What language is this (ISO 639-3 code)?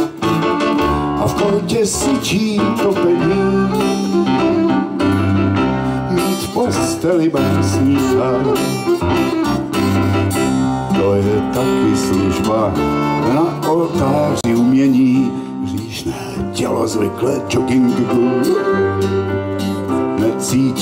ces